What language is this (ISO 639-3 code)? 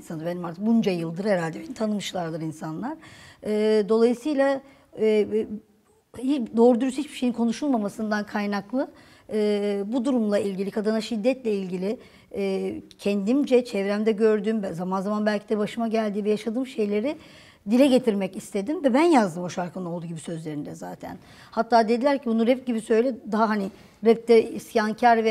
tur